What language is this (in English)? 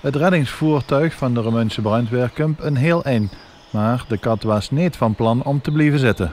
Limburgish